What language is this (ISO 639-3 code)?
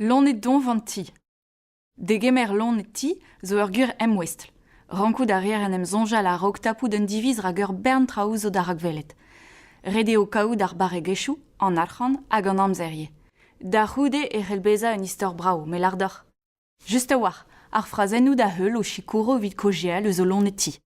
bre